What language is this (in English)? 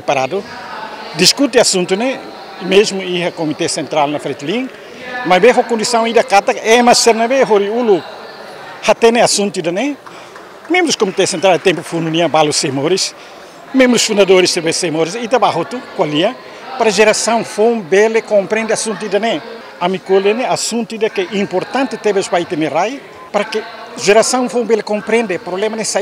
Tetum